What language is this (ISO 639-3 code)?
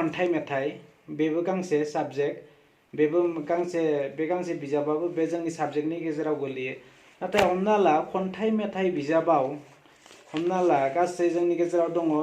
brx